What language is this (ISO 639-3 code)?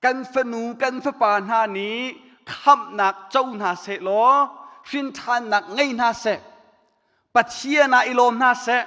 cnh